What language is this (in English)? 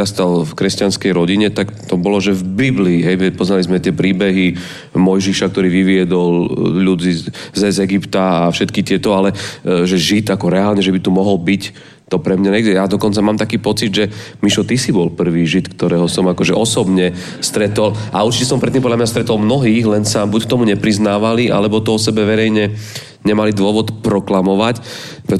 Slovak